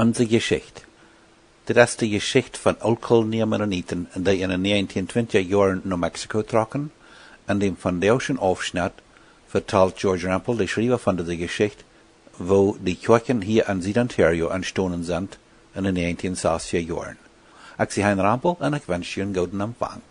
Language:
Plautdietsch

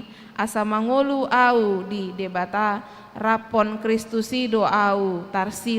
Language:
Batak Toba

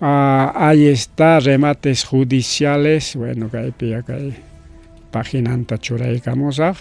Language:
Ayacucho Quechua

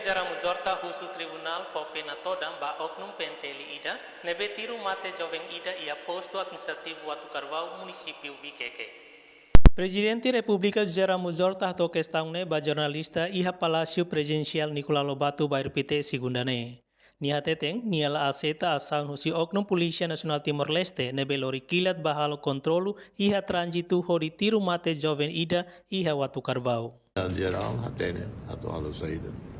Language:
Tetum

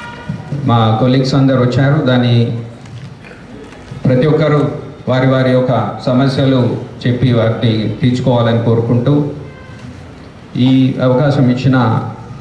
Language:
Telugu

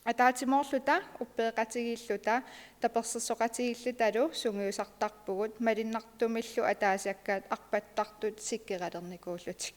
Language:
Kalaallisut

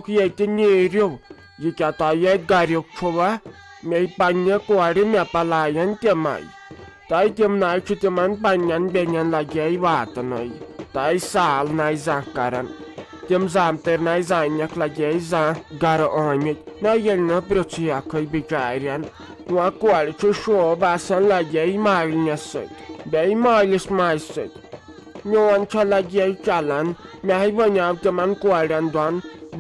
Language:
Kashmiri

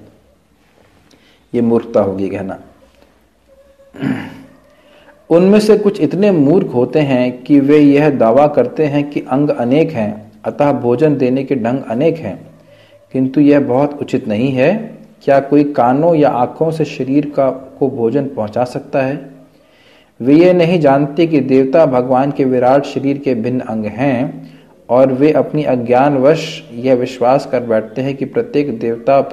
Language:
Hindi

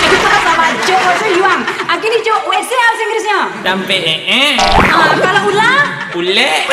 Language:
Minangkabau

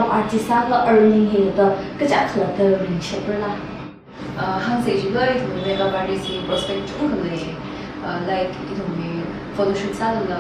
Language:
Tangkhul Naga (India)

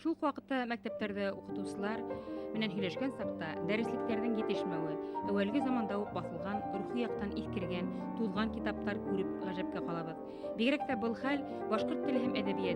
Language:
Bashkir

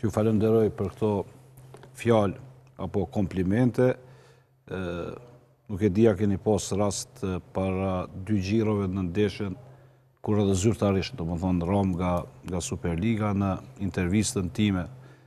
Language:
Albanian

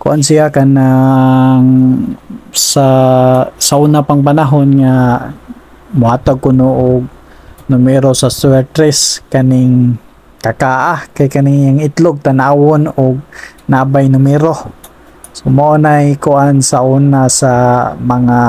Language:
Cebuano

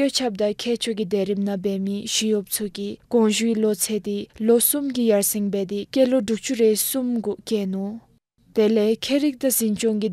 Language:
Dzongkha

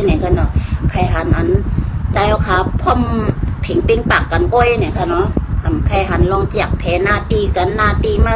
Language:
Shan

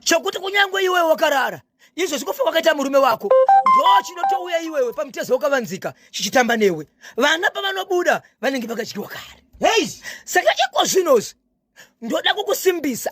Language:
Shona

